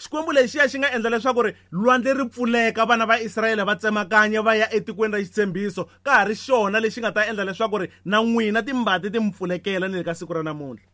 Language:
Tsonga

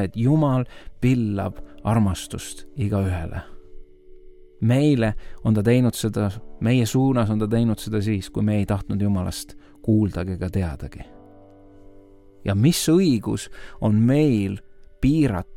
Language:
Estonian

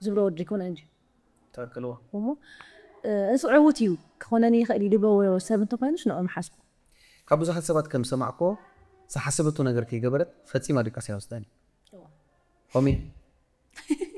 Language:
Tigrinya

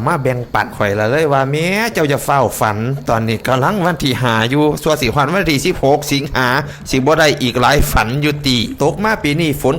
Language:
Lao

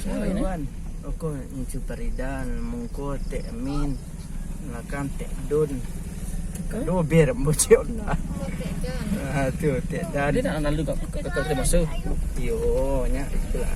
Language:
Minangkabau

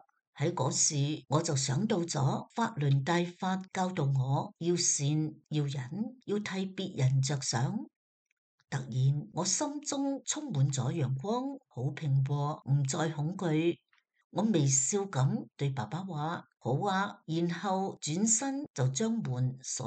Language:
Cantonese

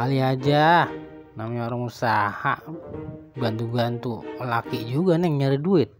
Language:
Betawi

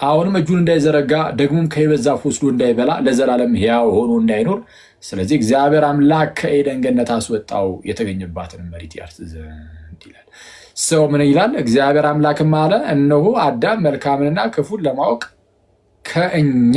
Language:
Amharic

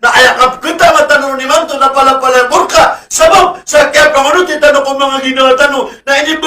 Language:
Maranao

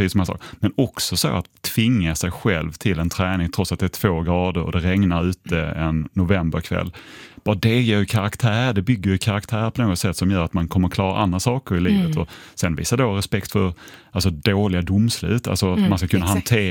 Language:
Swedish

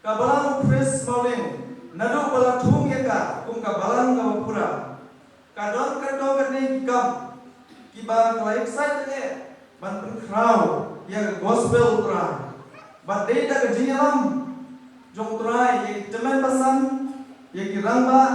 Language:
Khasi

